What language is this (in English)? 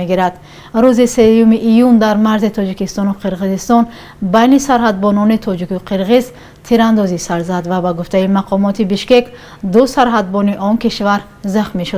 Tajik